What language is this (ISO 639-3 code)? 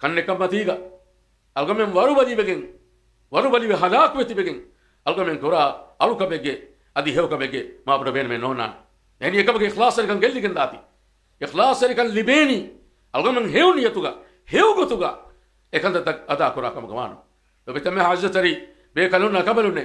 div